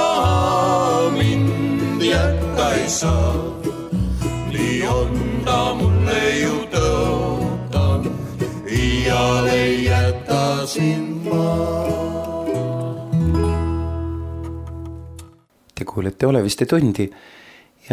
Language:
Estonian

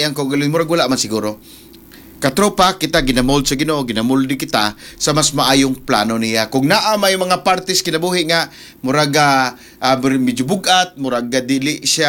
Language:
Cebuano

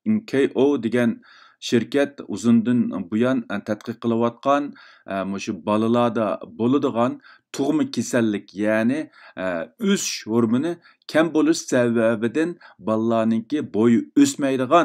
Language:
Uyghur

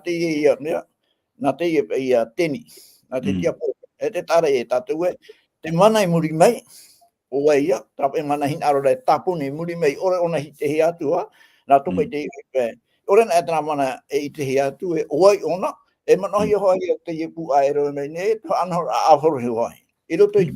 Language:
Tahitian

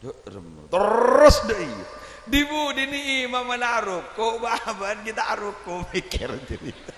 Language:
Madurese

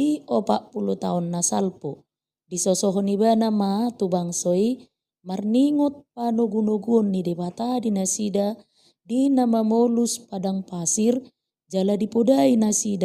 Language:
Batak Toba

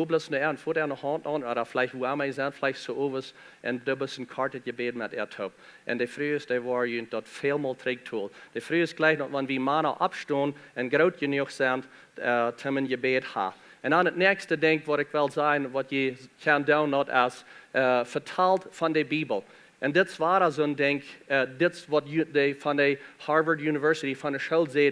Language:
Plautdietsch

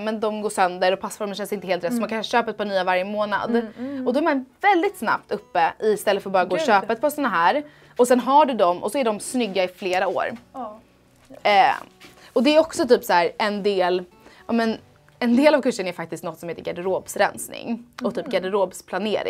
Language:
Swedish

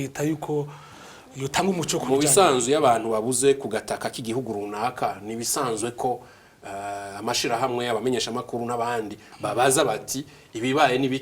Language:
Rundi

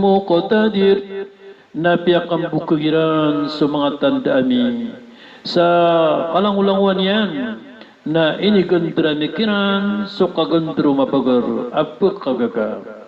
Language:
Maranao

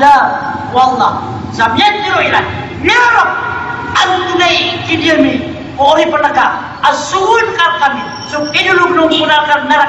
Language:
Maranao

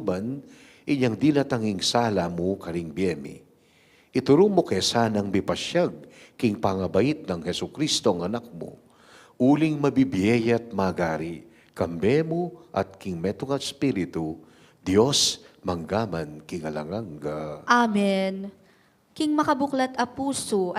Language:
Pampanga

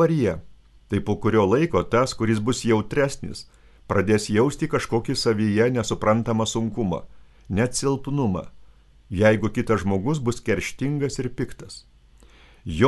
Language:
Lithuanian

